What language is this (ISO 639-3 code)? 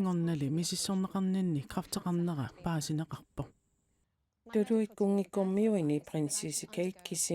kal